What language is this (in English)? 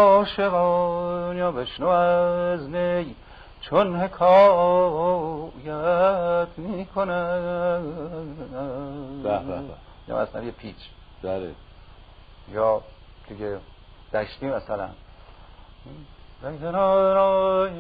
Persian